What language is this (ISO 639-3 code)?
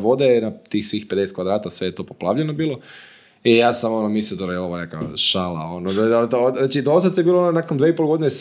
hrv